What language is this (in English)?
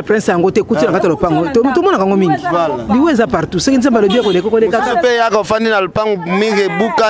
Lingala